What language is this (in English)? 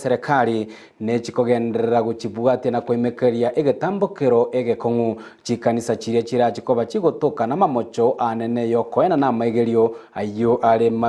Gusii